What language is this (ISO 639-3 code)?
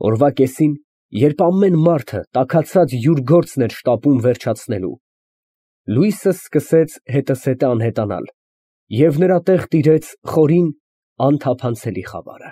hye